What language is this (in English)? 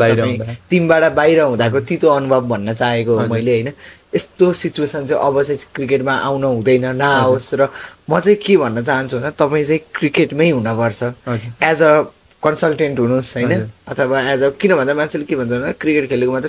Nepali